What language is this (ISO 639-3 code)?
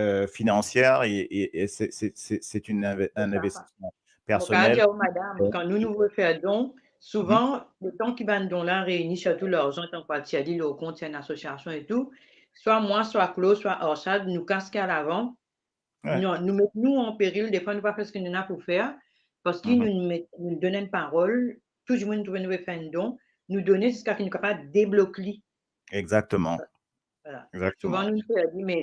mfe